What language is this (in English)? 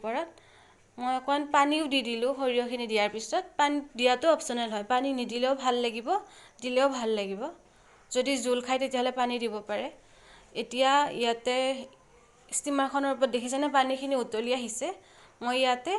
Assamese